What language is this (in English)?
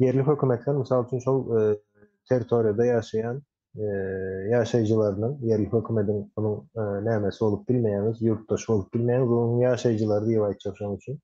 Turkmen